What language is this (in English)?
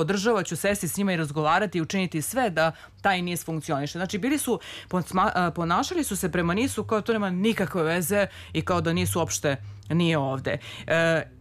Serbian